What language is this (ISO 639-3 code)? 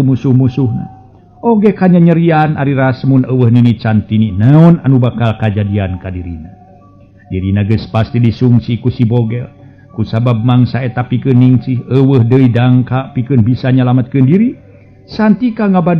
sun